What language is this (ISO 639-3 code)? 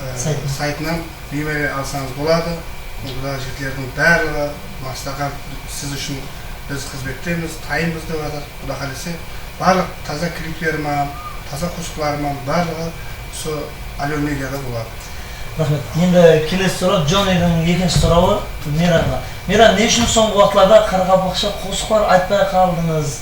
kaa